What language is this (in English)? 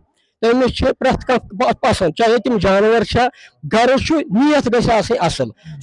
Kashmiri